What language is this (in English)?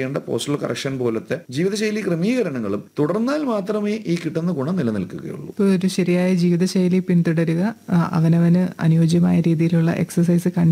Malayalam